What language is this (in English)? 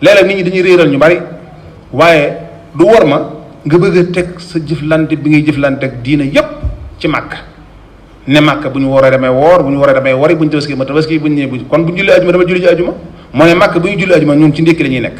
Wolof